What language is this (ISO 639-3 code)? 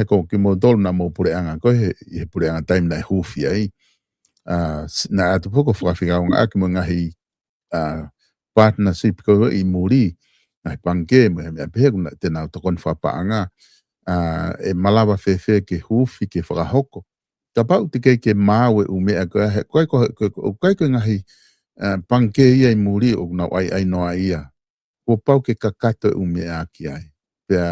ton